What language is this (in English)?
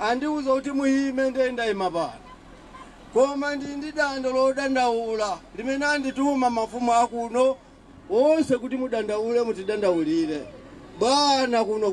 Nyanja